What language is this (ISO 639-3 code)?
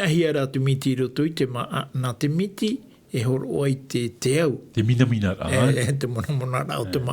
tah